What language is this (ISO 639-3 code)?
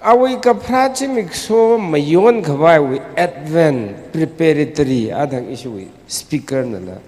nmf